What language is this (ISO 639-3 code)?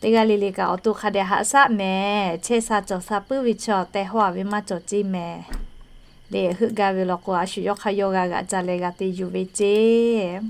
lhu